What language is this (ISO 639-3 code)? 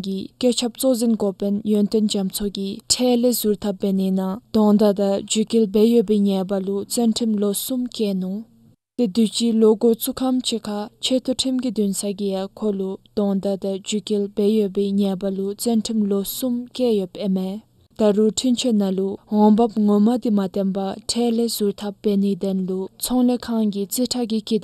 dzo